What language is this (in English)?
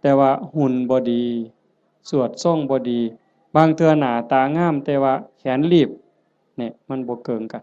Northeastern Thai